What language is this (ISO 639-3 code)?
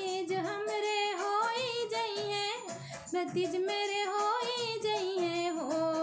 bho